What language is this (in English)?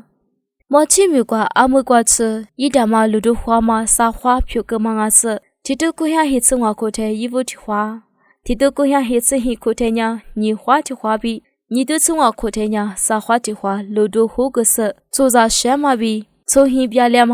Lisu